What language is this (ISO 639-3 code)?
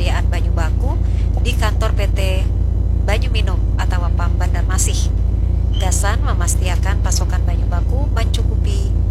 bjn